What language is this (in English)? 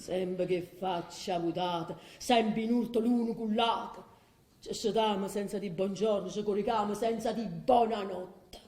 Neapolitan